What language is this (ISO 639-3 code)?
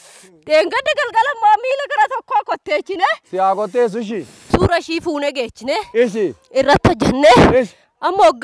orm